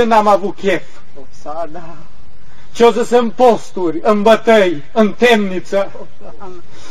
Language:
Romanian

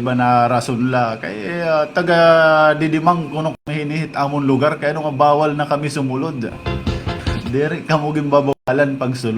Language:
Waray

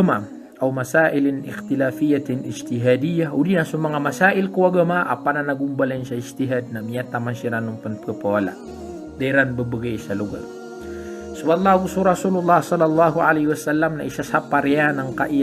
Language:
Maranao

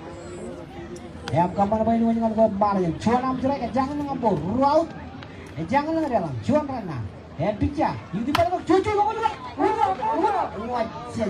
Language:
Marshallese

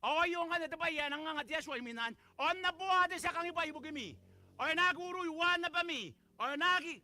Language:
Gilbertese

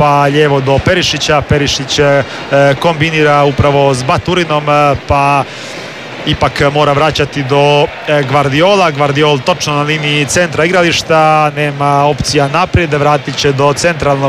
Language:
Croatian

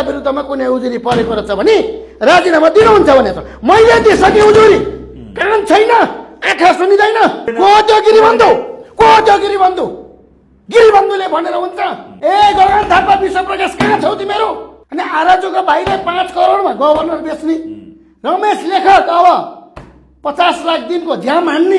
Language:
Nepali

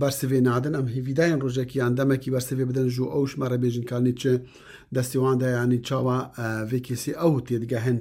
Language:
Kurdish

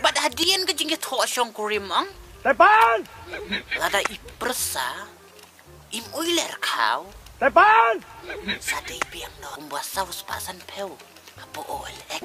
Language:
Khasi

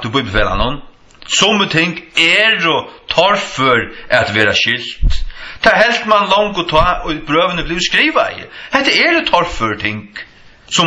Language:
Faroese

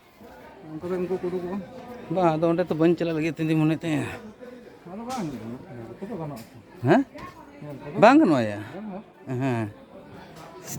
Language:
Santali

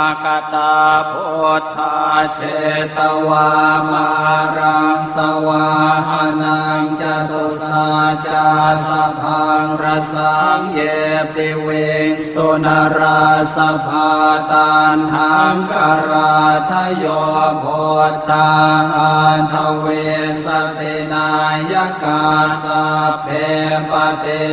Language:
Pali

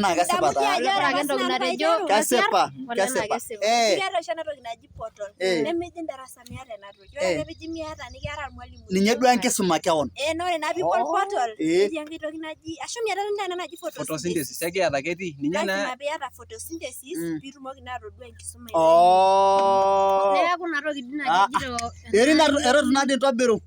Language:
Masai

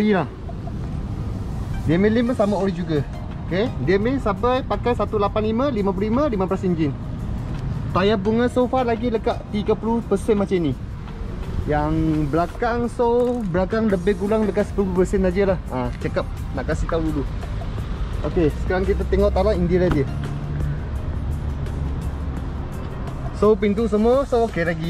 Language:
Malay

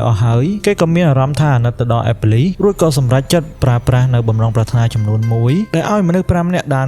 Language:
Khmer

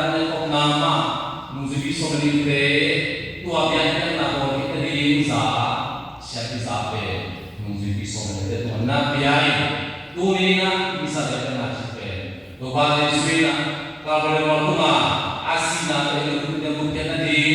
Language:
Tedim Chin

